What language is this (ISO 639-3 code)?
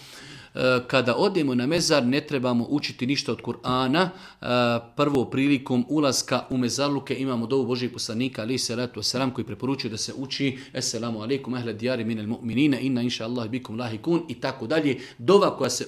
srp